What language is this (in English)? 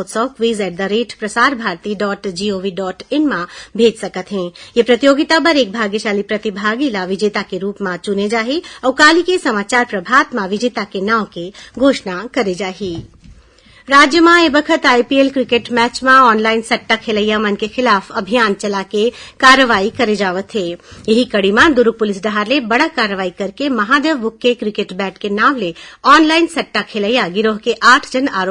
Chhattisgarhi